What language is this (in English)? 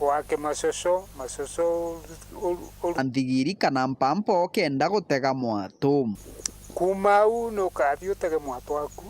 Meru